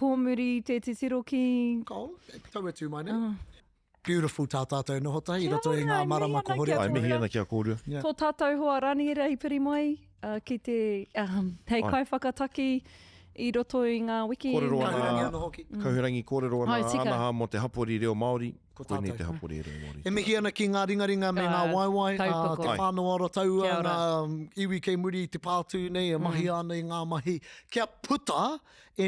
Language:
Māori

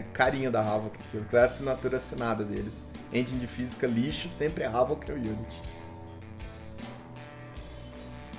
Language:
Portuguese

